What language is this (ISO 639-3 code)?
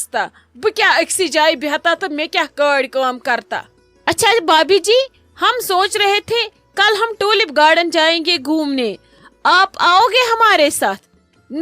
kas